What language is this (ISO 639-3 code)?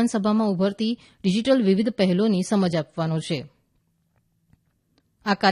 guj